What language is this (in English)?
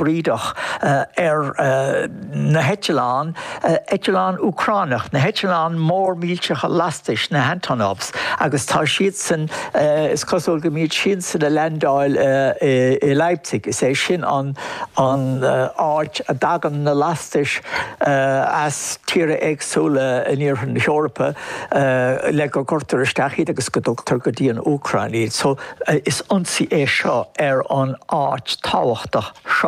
Irish